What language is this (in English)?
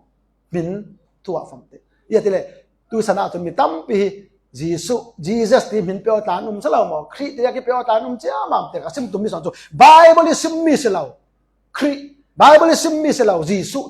Falam Chin